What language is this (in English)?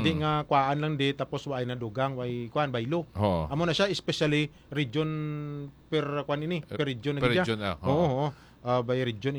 Hiligaynon